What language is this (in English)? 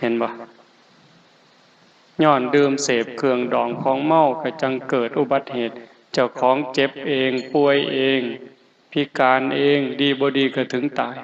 Northeastern Thai